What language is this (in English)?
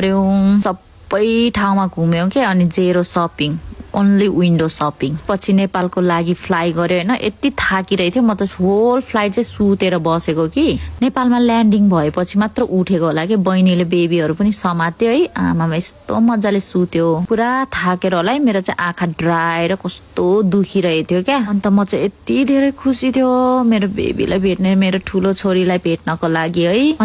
Nepali